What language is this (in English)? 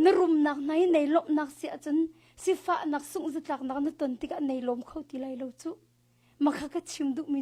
Hakha Chin